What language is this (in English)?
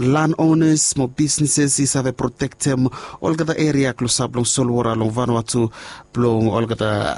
Bislama